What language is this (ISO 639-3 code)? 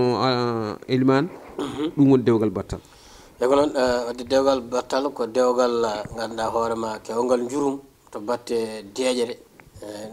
ful